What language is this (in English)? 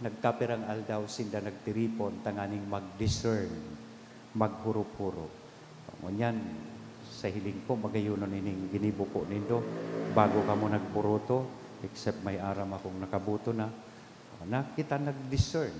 Bikol